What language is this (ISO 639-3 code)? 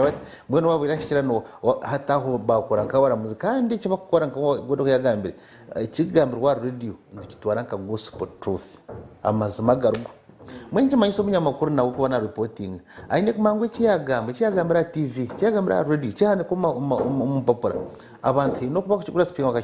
nyn